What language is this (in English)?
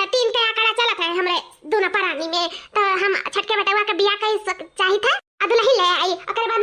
Awadhi